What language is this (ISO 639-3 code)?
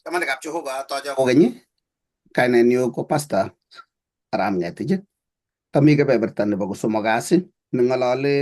kln